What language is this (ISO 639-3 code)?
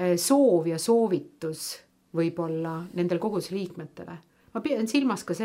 est